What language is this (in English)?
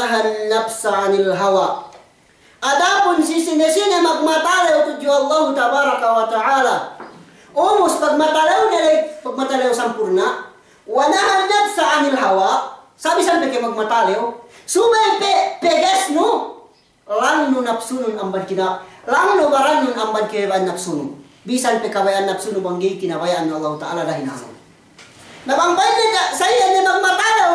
Yakan